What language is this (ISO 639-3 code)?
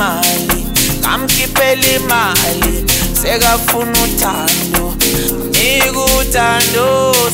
zul